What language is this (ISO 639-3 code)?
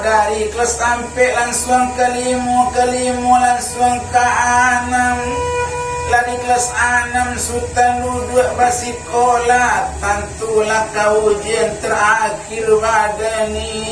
min